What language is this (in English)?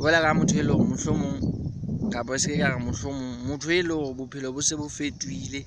Southern Sotho